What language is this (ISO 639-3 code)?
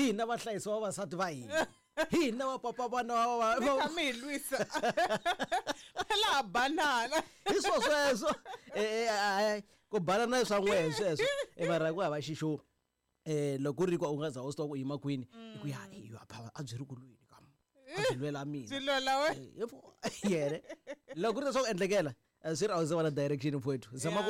tso